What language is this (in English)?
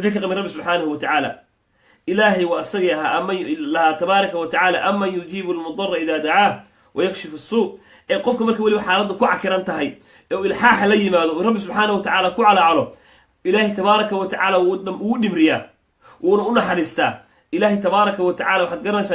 Somali